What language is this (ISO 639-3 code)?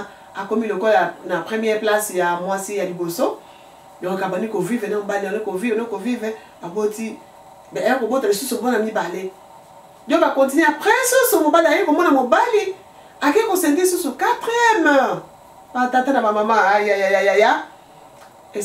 lin